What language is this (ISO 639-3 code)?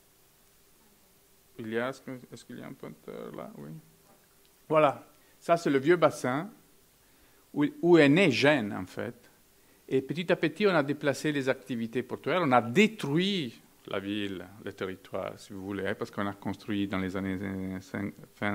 fra